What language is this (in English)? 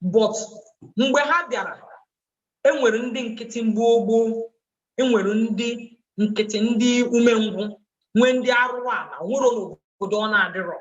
Igbo